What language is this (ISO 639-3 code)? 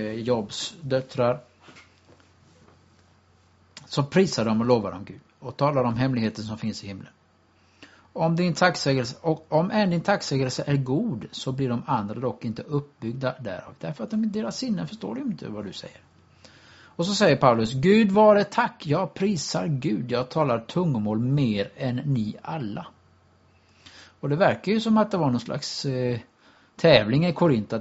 swe